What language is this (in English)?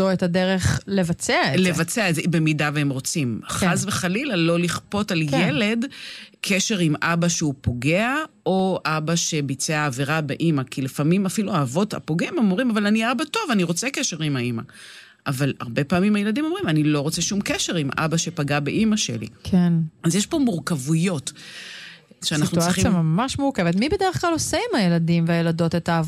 Hebrew